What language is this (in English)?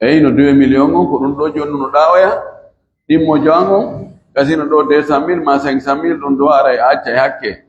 Fula